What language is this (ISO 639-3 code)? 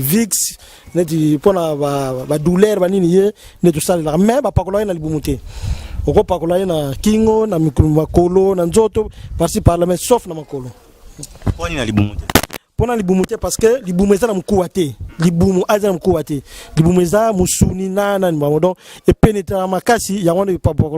lin